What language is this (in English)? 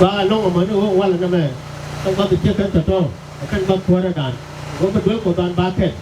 Nuer